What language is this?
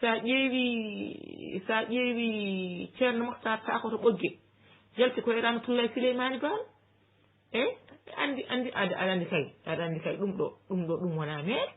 Fula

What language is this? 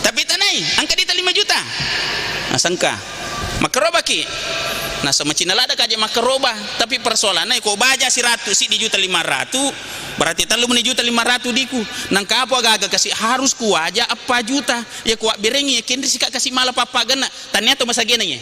Buginese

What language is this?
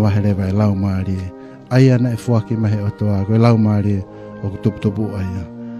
Tongan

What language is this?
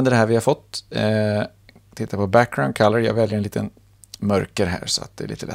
Swedish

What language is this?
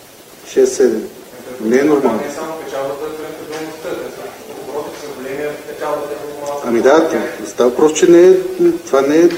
Bulgarian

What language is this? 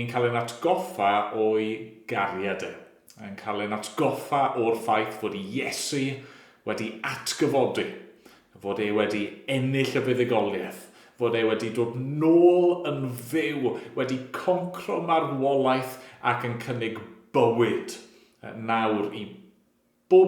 Welsh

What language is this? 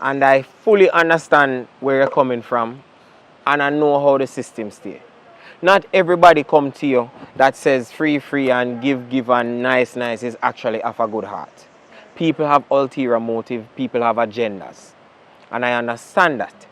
Jamaican Creole English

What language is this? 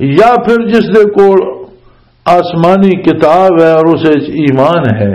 Western Panjabi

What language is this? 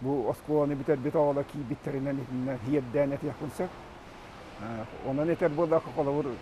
Yakut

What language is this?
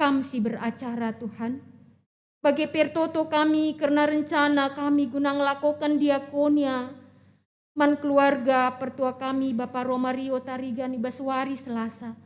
Batak Karo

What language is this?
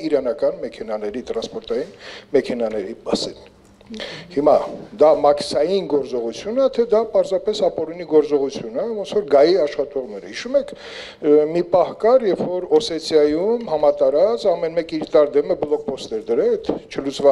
Armenian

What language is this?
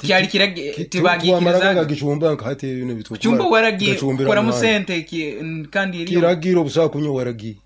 Nyoro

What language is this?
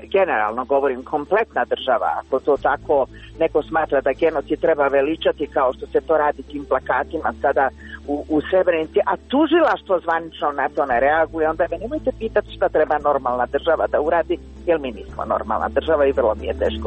Croatian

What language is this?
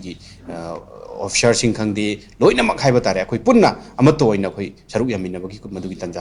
Manipuri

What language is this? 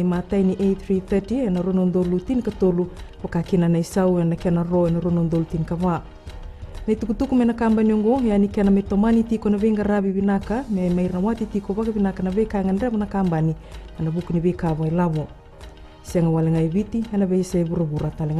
Fijian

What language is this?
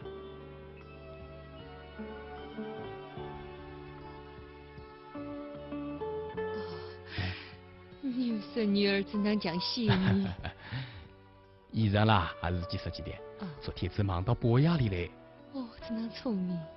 Wu Chinese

